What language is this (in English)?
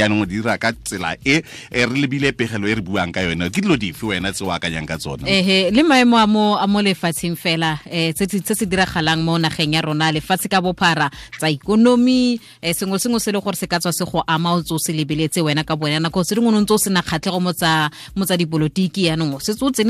Tswana